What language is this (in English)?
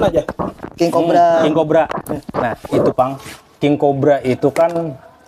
Banjar